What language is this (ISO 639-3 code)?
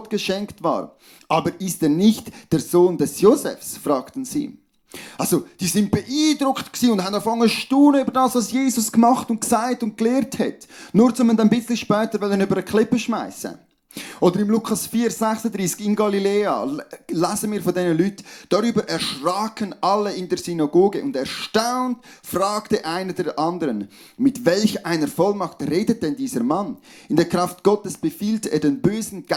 gsw